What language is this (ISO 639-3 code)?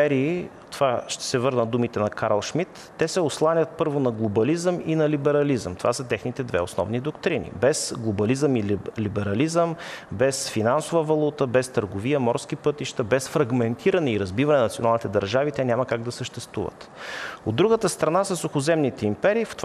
bul